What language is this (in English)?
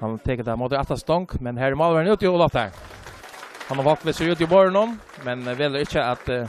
Faroese